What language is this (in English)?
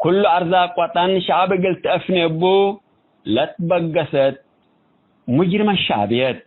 Tigre